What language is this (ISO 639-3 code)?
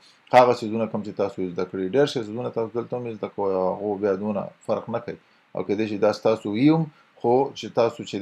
pus